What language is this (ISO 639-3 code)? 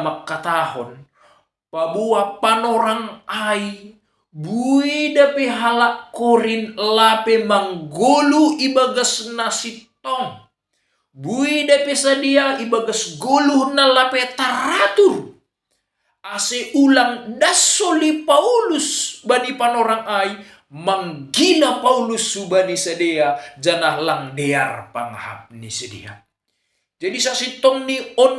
bts